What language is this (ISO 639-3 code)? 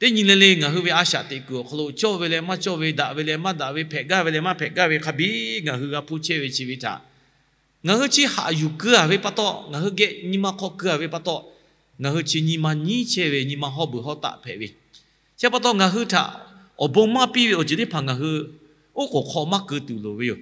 lhu